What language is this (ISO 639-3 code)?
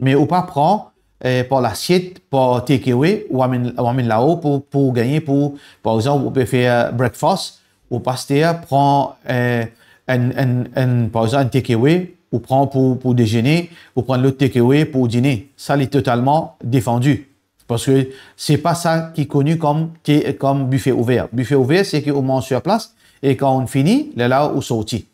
mfe